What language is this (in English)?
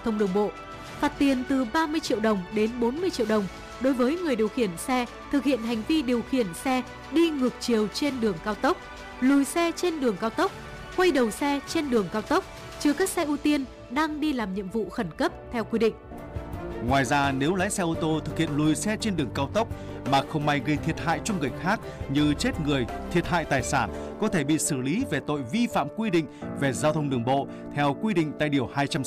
Vietnamese